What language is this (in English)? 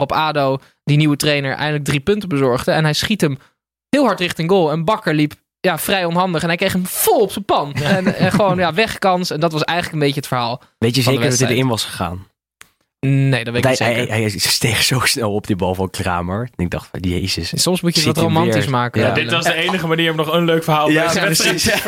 Dutch